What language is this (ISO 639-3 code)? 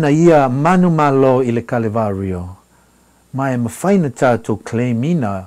smo